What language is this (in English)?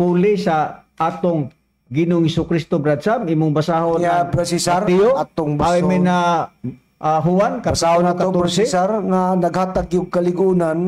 Cebuano